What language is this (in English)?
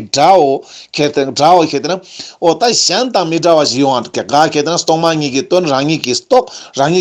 Ladakhi